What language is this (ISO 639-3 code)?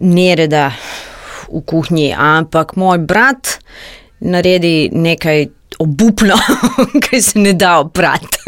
slv